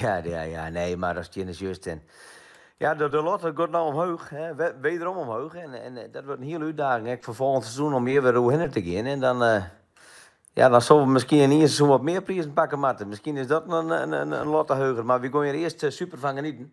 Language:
Western Frisian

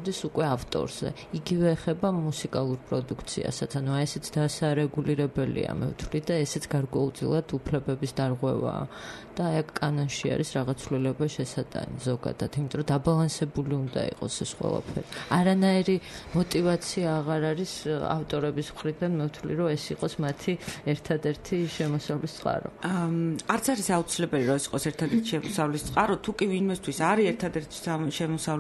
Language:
Georgian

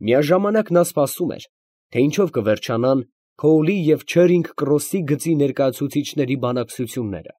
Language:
Armenian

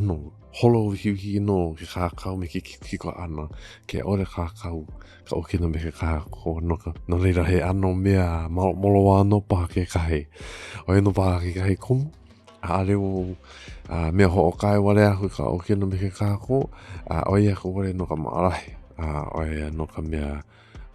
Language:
Hawaiian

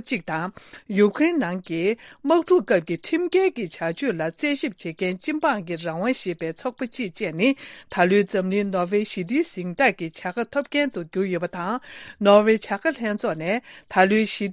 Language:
Tibetan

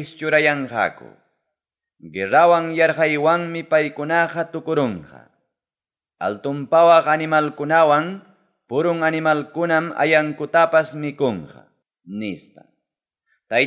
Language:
Ayacucho Quechua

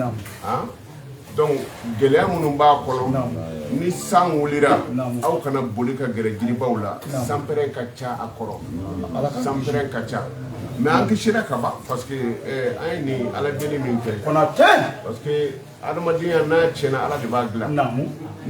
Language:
Bambara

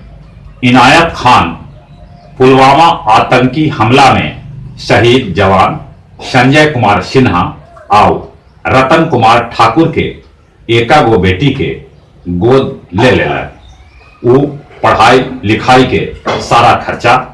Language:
Magahi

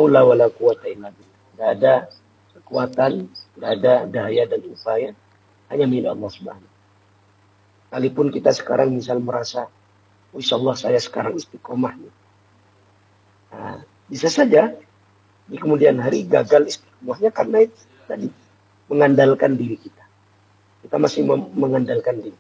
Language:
Indonesian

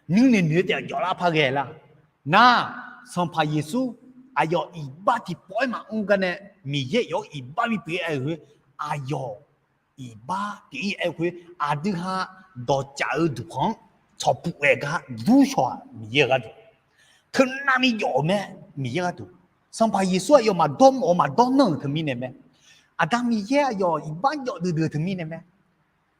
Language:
Akha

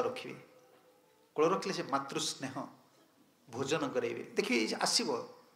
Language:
Odia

